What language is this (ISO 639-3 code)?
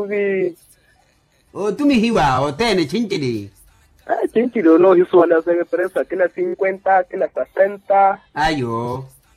vmw